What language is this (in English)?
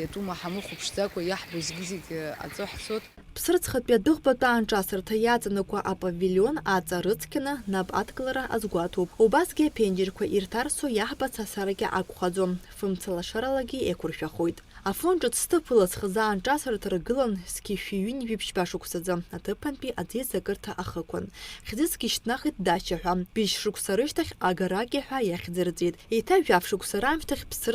Abkhazian